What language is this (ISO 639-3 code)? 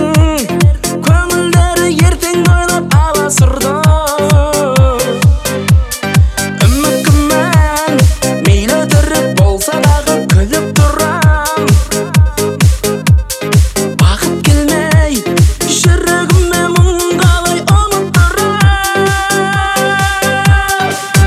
kaz